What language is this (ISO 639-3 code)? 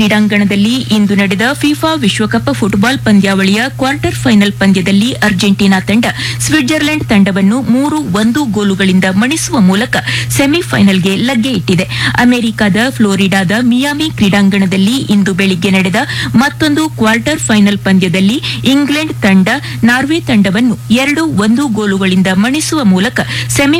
kan